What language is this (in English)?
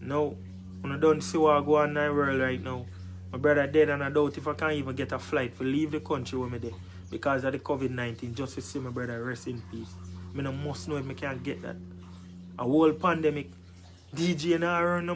Jamaican Creole English